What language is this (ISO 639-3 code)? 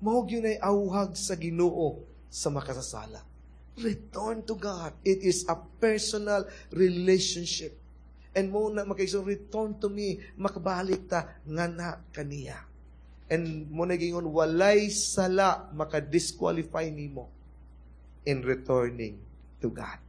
ceb